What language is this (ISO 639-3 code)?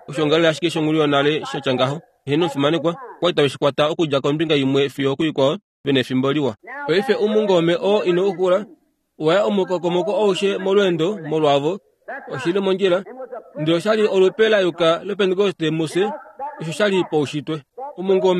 kua